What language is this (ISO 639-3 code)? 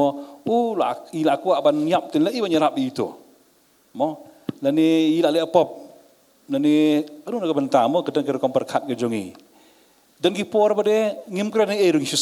kha